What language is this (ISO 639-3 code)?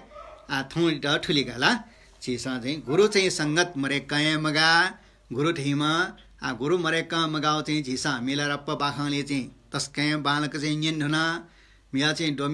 new